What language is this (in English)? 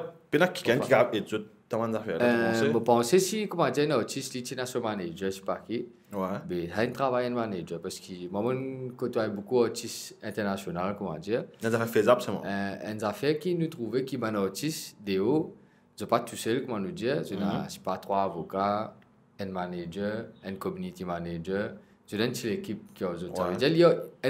Morisyen